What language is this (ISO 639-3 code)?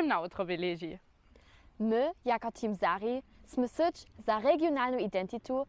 hsb